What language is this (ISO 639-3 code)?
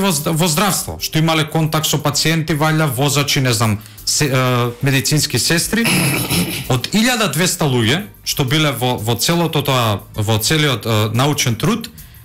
mkd